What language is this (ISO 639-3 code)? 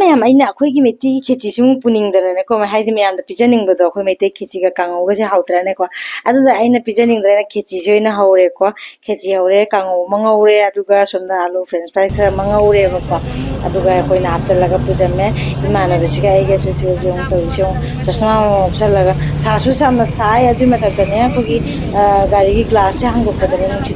mni